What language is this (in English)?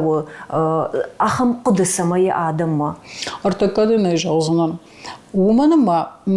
Ossetic